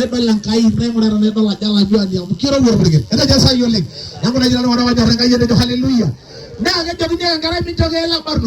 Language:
Masai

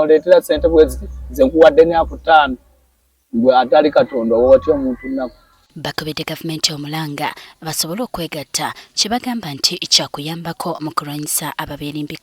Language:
Ganda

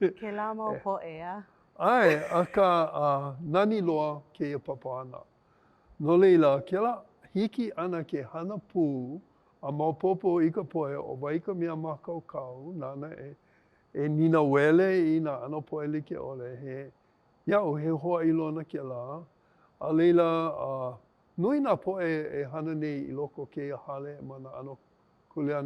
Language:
Hawaiian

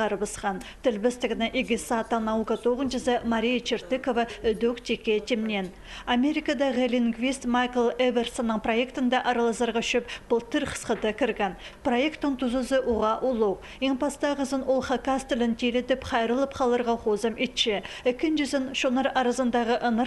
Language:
Khakas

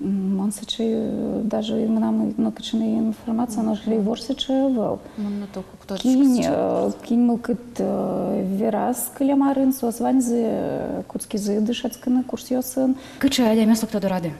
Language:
Udmurt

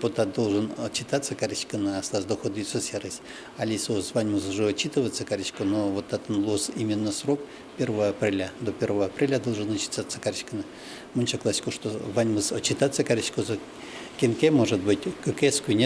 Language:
Udmurt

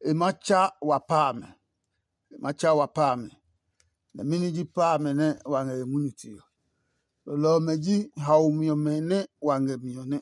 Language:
Adangme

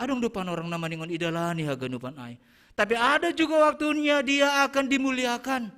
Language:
Batak Simalungun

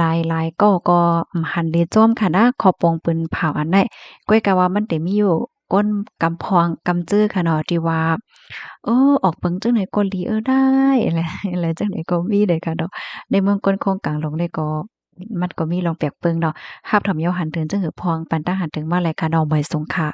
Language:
Shan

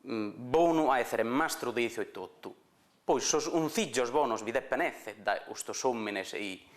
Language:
Sardinian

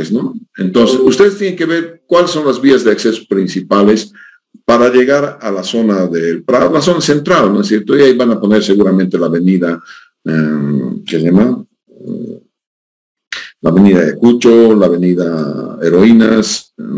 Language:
Spanish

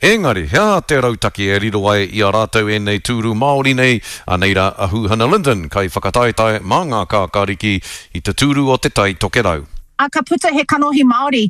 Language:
Māori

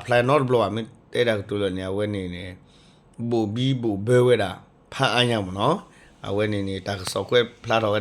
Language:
S'gaw Karen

